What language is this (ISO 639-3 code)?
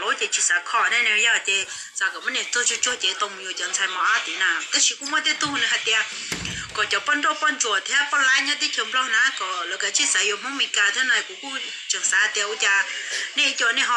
hmn